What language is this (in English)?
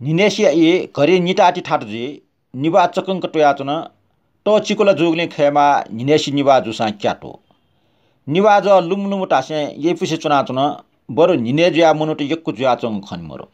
Newari